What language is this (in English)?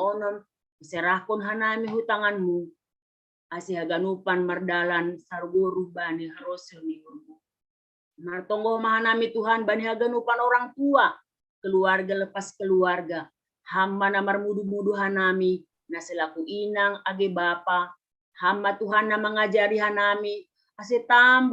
Batak Simalungun